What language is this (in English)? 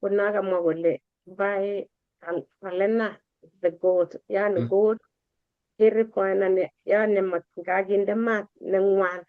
Kalenjin